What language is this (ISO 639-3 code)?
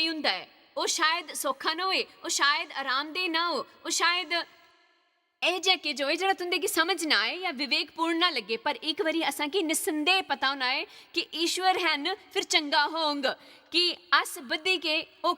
doi